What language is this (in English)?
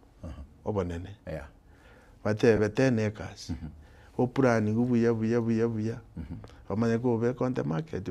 Gusii